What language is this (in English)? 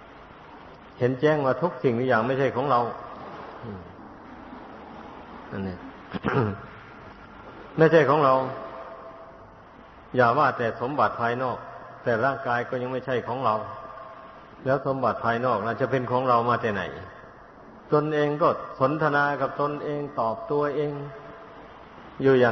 Thai